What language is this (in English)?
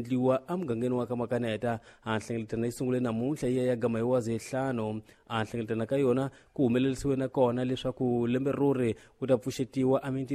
Tsonga